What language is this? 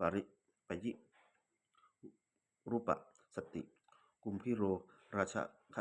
Pali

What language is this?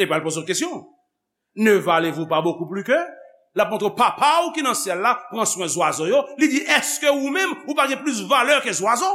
Haitian Creole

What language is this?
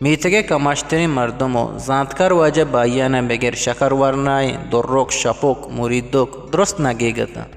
Eastern Balochi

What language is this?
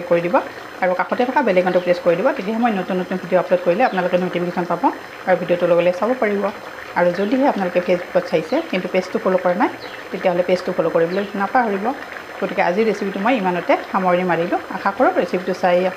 Assamese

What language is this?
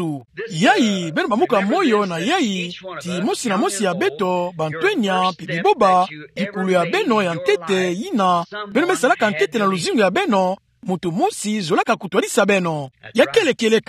Kituba (Democratic Republic of Congo)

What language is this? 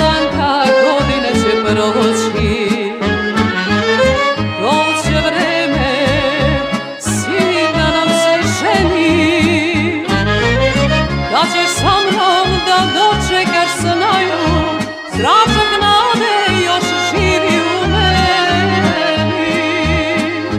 Serbian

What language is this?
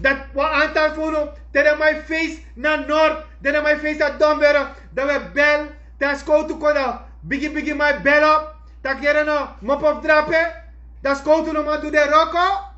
Sranan Tongo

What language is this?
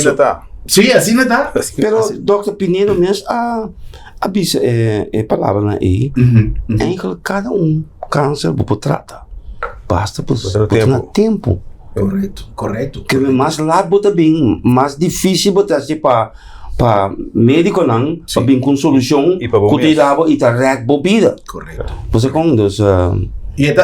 Papiamento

